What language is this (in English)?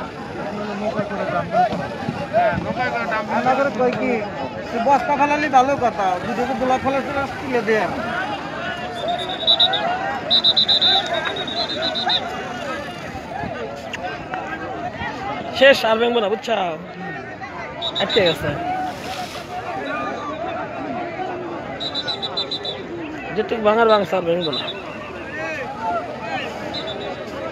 Bangla